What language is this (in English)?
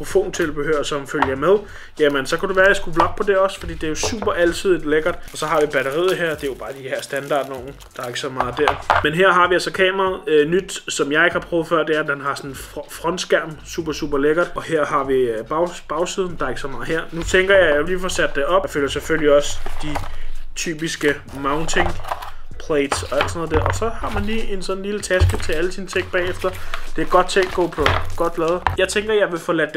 Danish